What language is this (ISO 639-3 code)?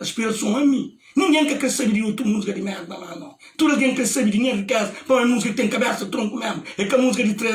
kea